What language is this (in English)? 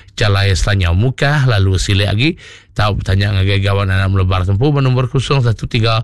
Iban